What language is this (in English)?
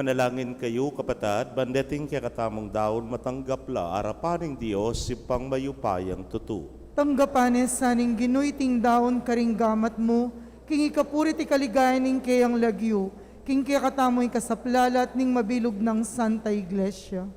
Pampanga